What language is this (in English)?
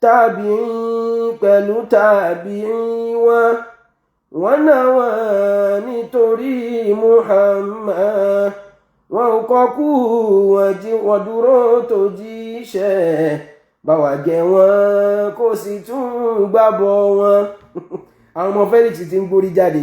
Yoruba